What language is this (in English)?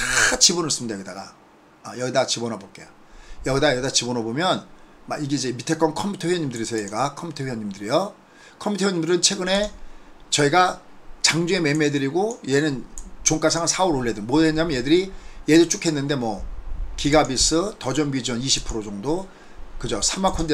Korean